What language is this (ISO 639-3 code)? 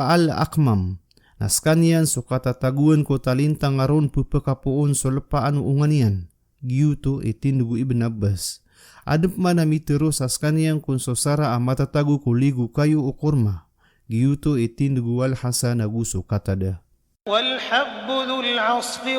mrw